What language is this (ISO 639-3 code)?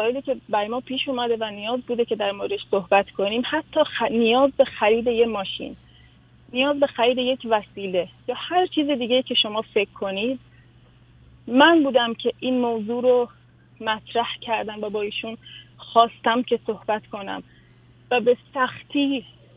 fas